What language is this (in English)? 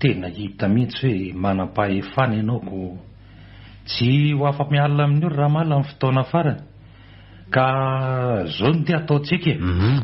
Malagasy